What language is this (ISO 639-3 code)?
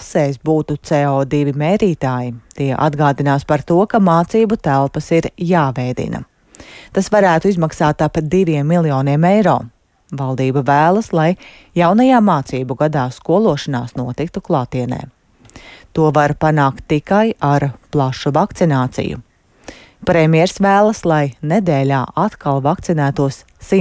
lav